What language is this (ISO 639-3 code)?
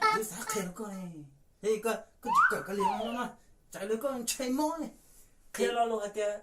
hmn